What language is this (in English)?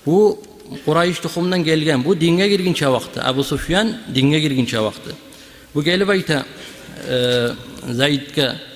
Kumyk